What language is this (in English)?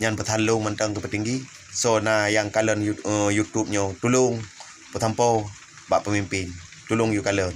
Achinese